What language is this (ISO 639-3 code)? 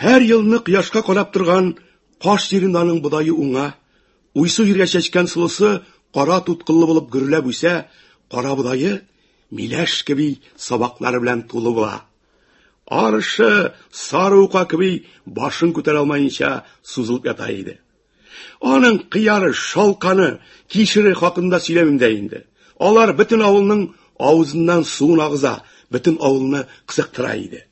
tat